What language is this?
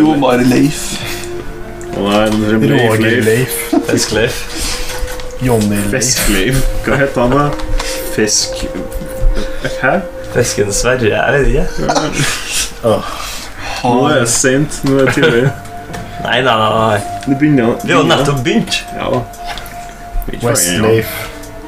Norwegian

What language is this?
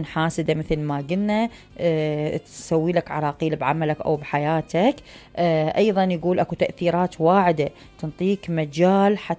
Mesopotamian Arabic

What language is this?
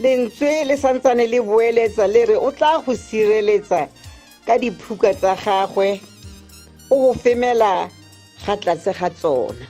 Tswana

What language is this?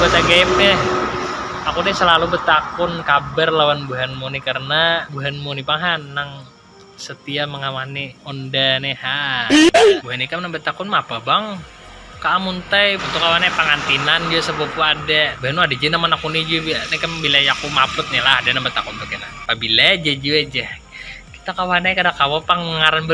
Banjar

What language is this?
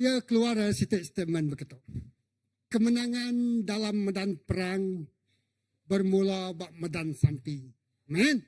Iban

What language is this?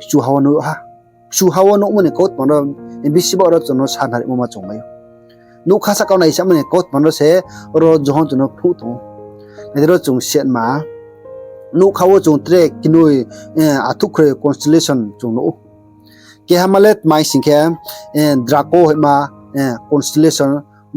Riang (India)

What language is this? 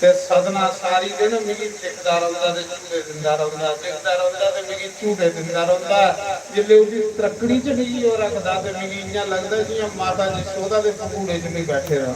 Dogri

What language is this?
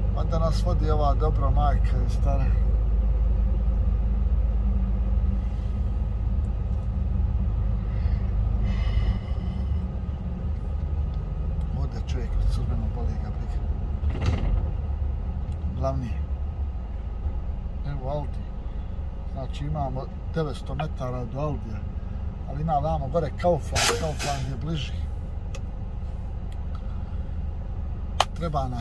Croatian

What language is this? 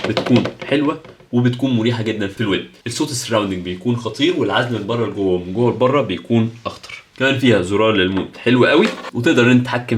Egyptian Arabic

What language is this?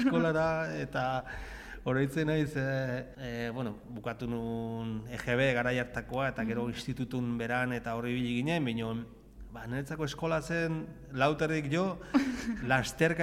Basque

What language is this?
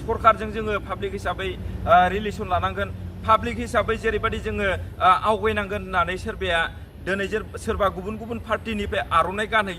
Bodo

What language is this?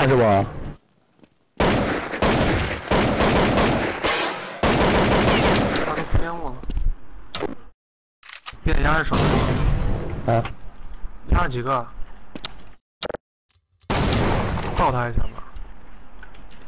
Chinese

